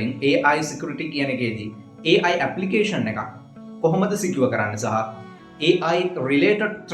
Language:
Sinhala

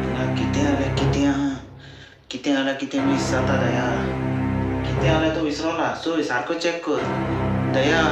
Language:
Konkani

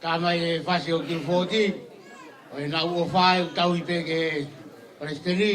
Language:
Tongan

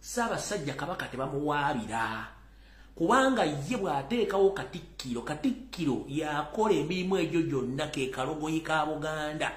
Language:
Ganda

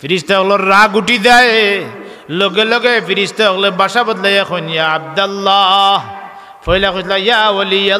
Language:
Sylheti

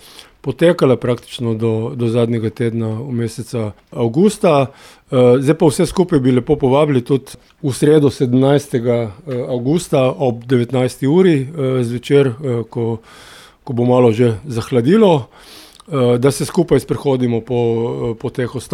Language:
Slovenian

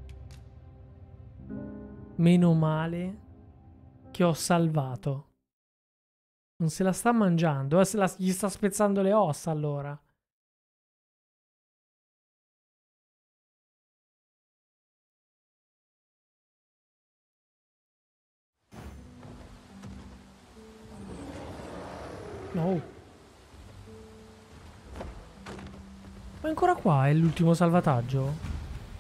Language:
Italian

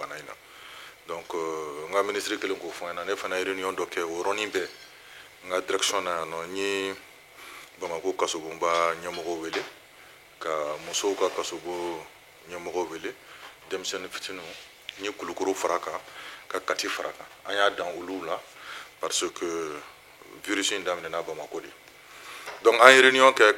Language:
Bambara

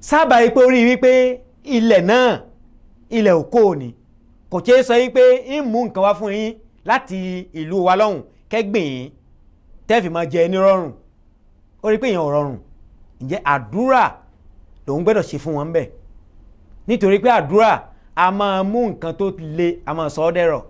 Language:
Yoruba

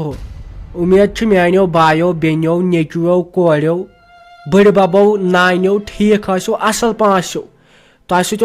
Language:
Kashmiri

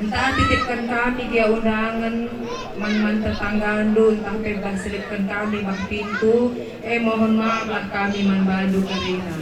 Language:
Batak Karo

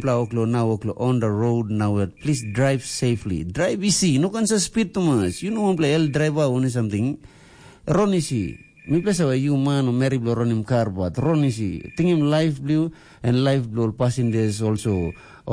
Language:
Tok Pisin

